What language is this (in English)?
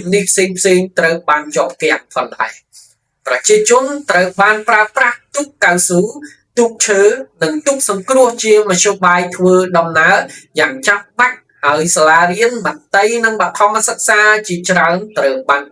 Khmer